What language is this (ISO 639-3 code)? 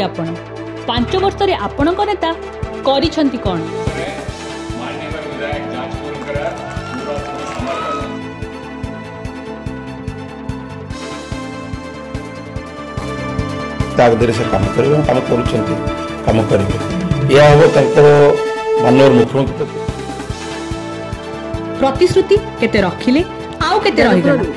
ori